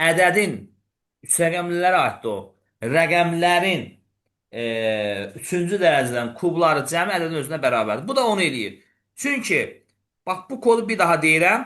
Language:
Azerbaijani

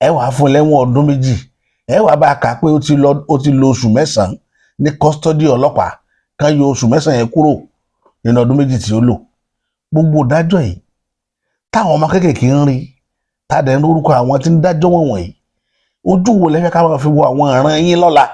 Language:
Yoruba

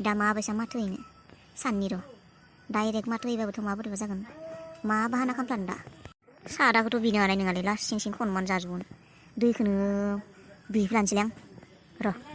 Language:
Bodo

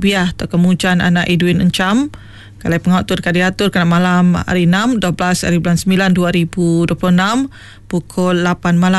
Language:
Iban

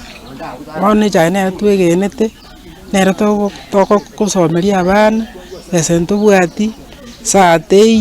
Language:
Gusii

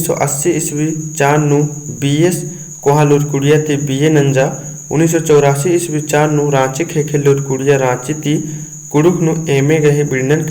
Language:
Kurukh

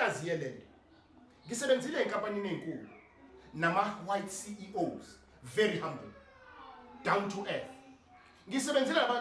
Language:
Zulu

